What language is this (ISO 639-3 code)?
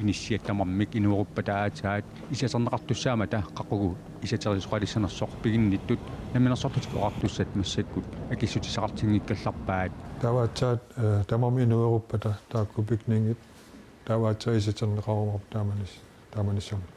kal